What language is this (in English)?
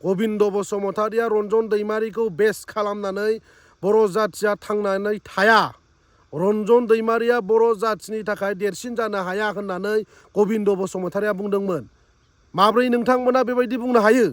Bodo